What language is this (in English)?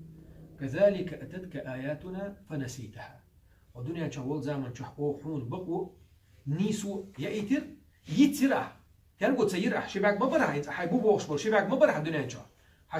Chechen